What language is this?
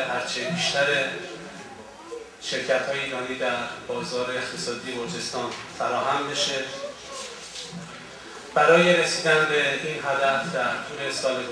Persian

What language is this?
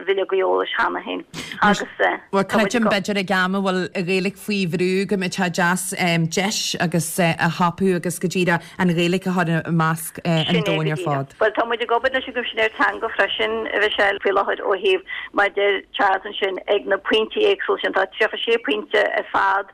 Irish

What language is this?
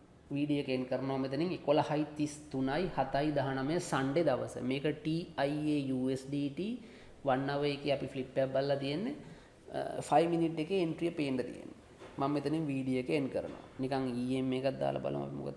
Sinhala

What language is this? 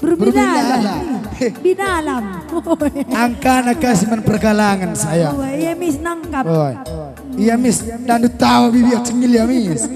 Batak Karo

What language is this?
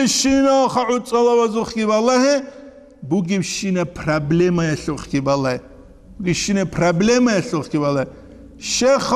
Avaric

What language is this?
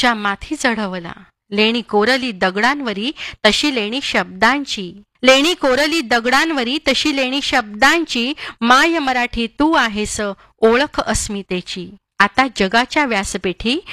Marathi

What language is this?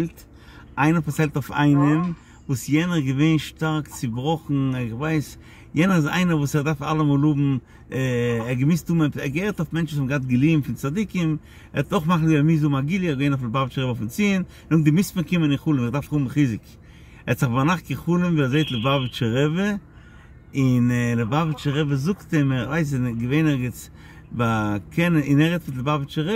Yiddish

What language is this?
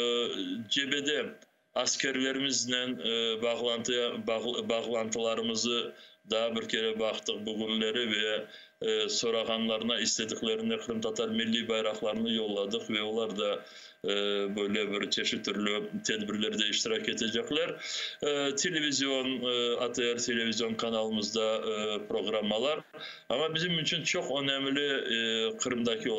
Crimean Tatar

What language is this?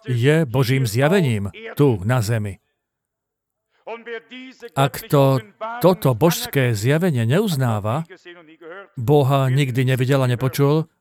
Slovak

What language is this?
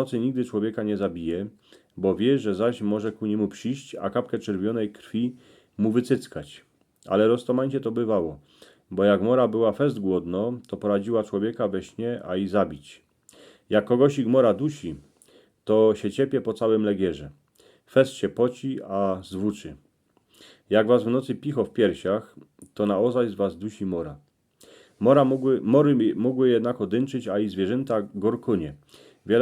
Silesian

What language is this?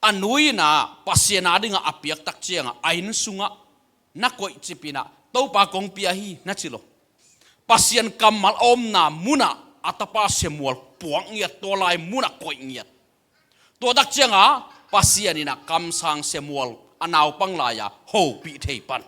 Tedim Chin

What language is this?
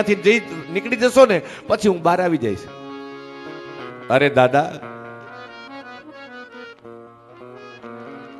Gujarati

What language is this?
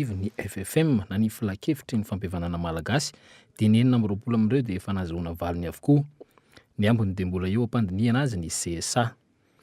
Malagasy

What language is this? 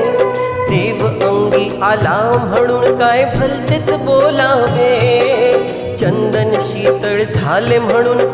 Marathi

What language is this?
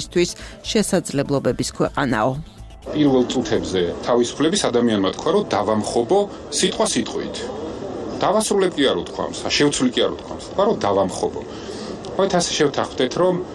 Georgian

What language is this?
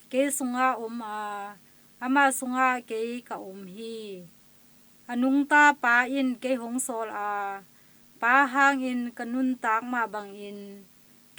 Tedim Chin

